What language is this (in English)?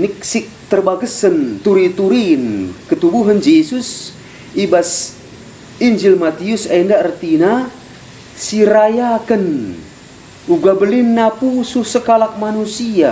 Batak Karo